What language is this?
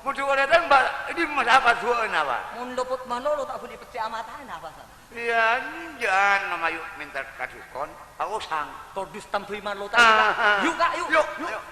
Madurese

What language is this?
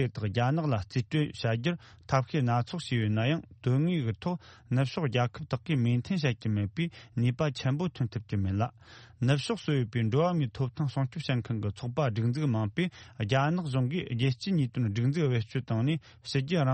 Tibetan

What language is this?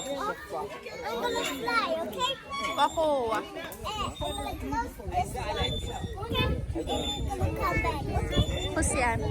Tswana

